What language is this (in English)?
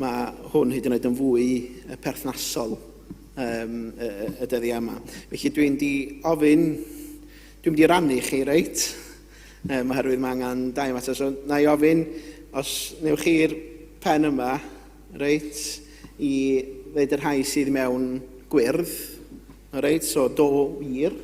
Welsh